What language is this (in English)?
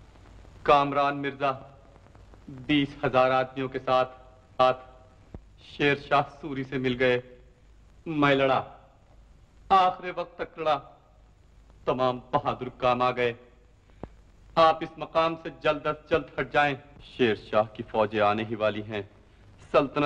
Hindi